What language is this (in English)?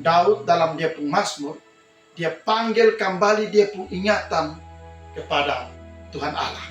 Kupang Malay